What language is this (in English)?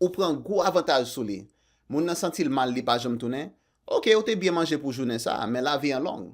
Haitian Creole